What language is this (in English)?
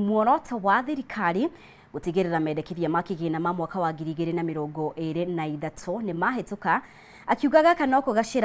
Kikuyu